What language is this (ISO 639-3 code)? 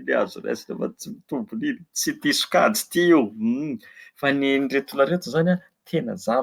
mlg